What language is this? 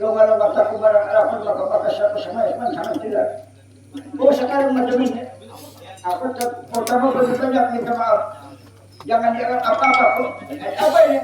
Banjar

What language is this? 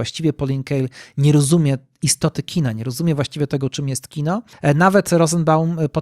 Polish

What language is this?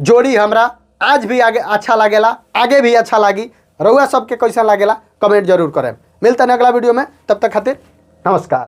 Bhojpuri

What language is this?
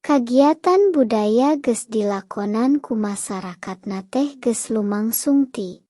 Sundanese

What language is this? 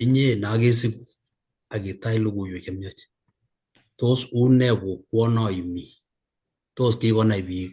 Kalenjin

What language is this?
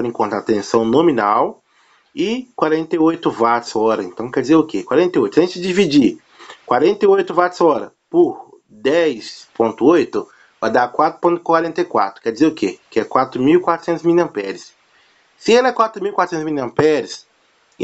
Portuguese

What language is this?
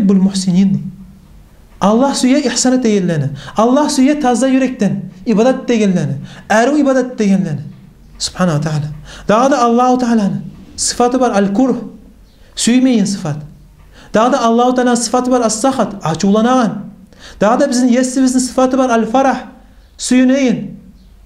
Kumyk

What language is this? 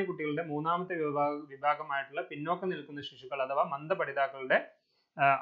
Malayalam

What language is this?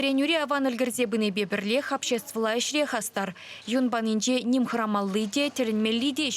Chuvash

